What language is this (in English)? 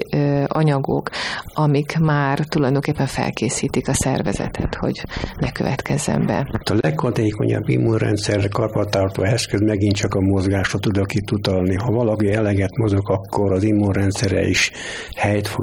Hungarian